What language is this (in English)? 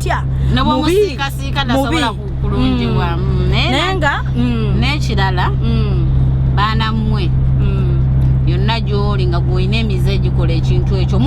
Ganda